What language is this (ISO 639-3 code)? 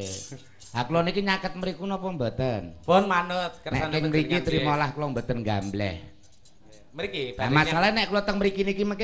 jav